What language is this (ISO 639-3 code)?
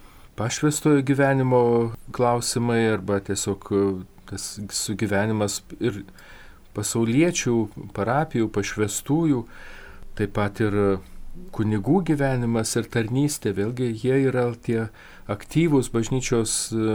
lit